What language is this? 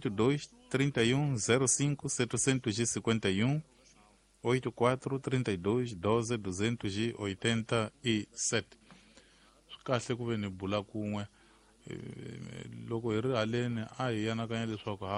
Tsonga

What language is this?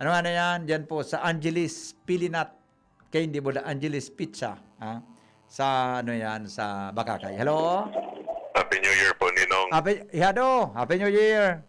Bikol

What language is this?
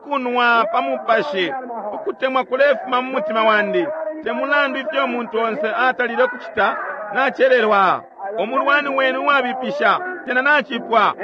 Bemba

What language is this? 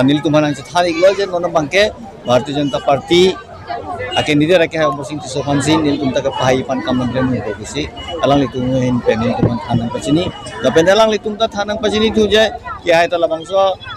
Karbi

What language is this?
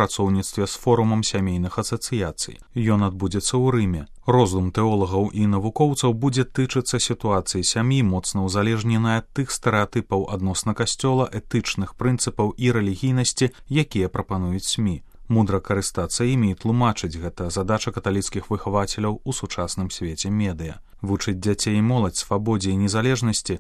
Belarusian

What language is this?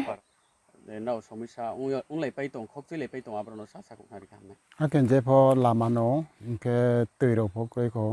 Riang (India)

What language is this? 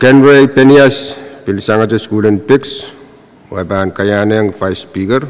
Pohnpeian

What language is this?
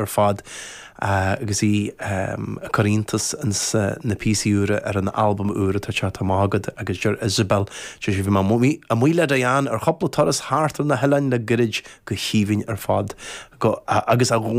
Irish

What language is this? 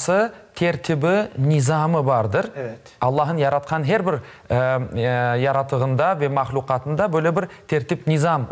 Crimean Tatar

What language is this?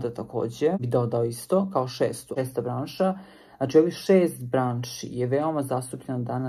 Serbian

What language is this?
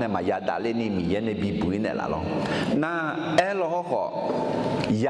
Akha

